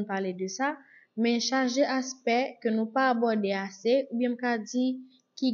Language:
Haitian Creole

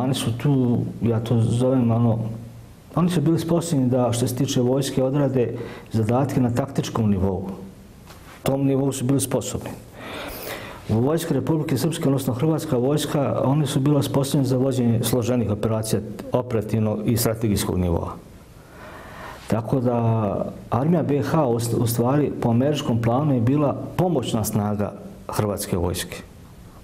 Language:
Bosnian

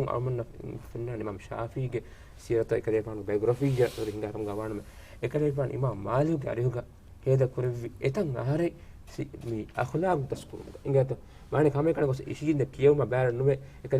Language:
Divehi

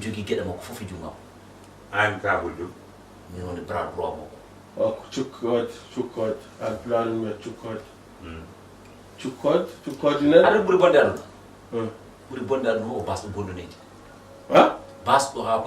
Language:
Fula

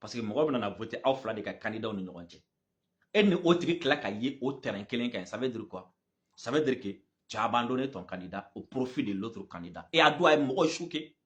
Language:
Bambara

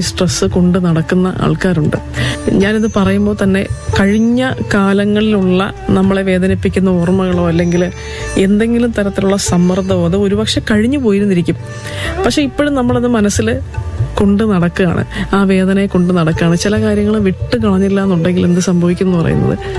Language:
Malayalam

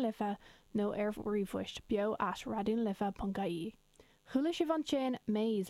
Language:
Irish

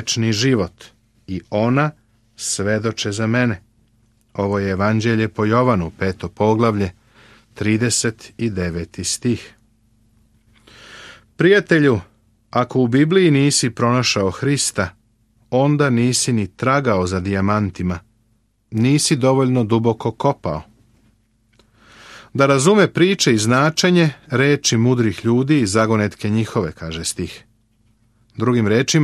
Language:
Serbian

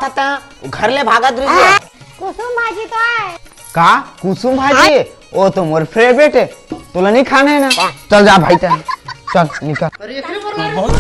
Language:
Chhattisgarhi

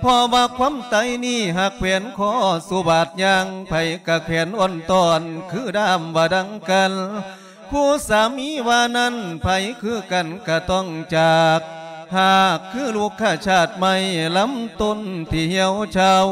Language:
Lao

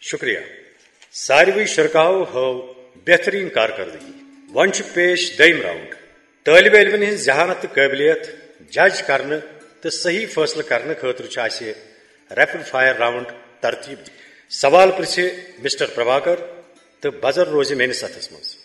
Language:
Kashmiri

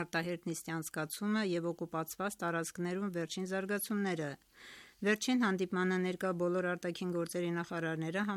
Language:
Armenian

